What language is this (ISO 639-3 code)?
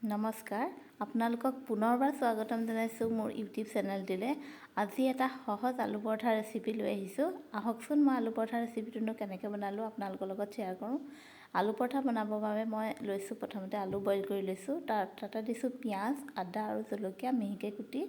asm